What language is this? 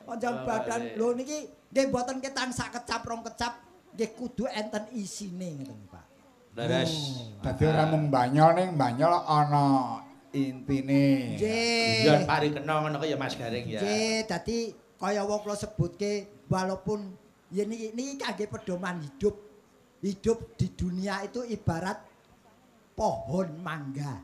Javanese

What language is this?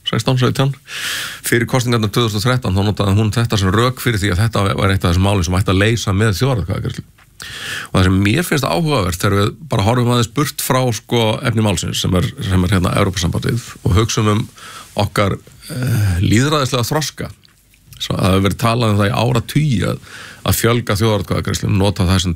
Icelandic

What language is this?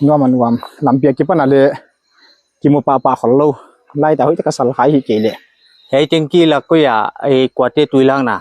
Paite Chin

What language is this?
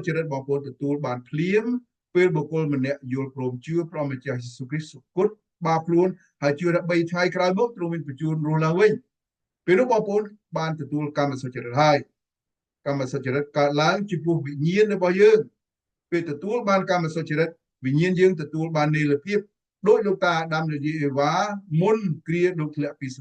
Khmer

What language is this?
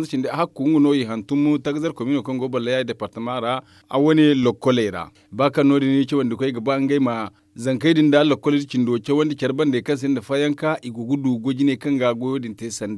Zarma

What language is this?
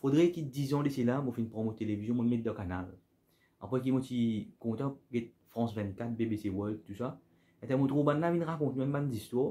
Morisyen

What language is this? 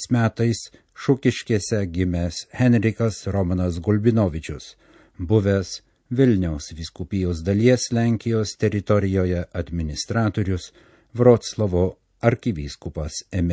Lithuanian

